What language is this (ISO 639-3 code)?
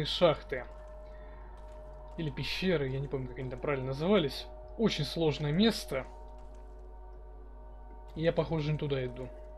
rus